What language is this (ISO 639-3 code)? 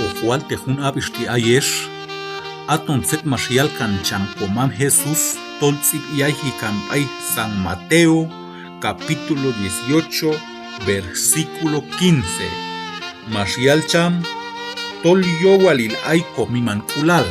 kjb